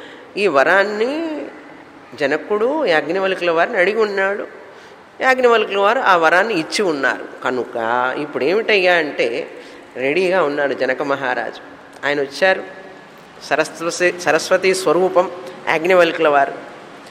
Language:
Telugu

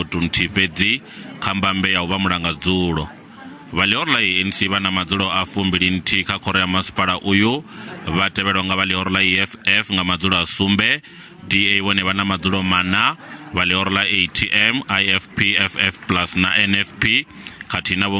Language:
Venda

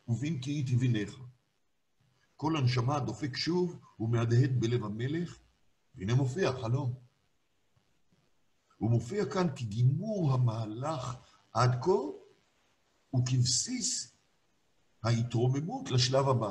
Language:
Hebrew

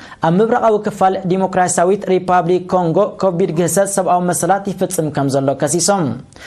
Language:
Tigrinya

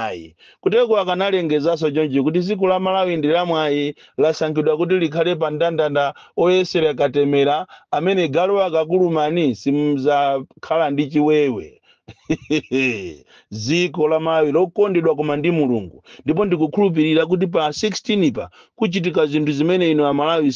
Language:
Nyanja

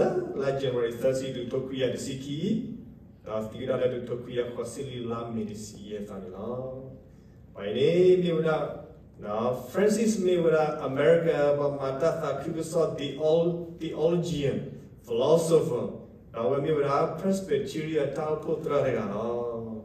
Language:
S'gaw Karen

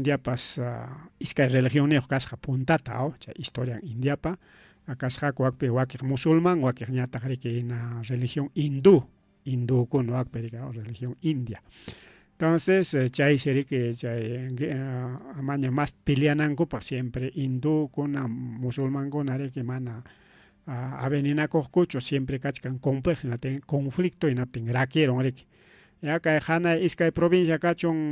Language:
Ayacucho Quechua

